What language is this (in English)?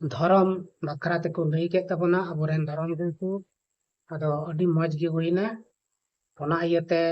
Santali